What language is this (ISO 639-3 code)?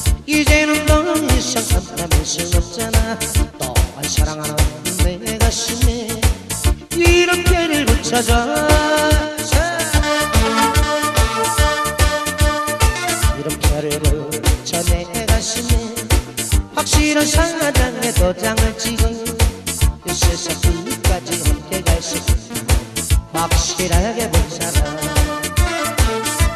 kor